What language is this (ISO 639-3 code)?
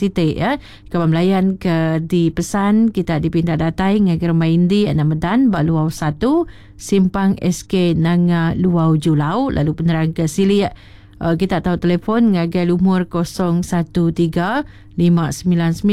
iba